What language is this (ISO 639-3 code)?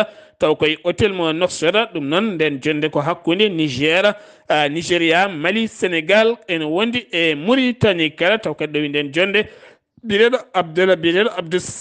ful